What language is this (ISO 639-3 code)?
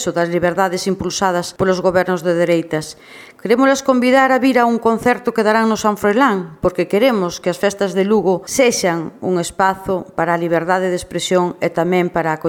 glg